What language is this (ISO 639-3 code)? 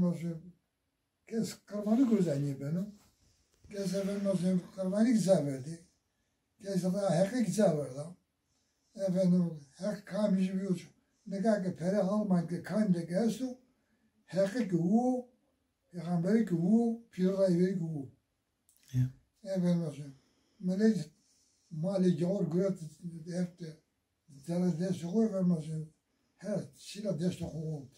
zza